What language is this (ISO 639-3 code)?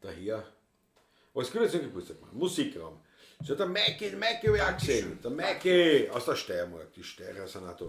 bar